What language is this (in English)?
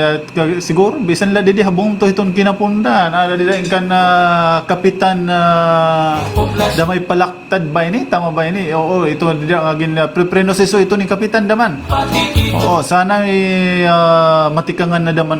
Waray